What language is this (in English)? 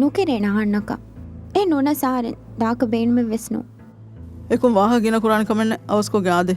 Divehi